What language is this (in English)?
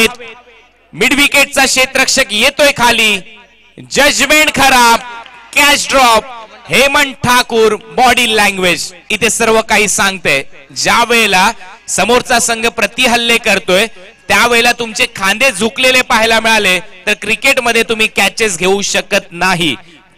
Marathi